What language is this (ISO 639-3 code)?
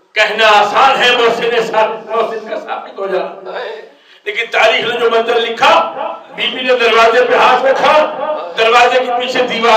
urd